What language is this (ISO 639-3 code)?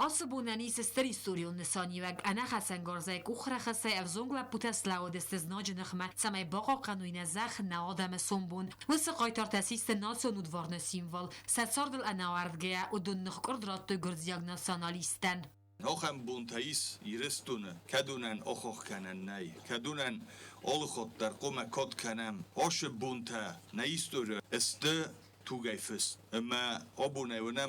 oss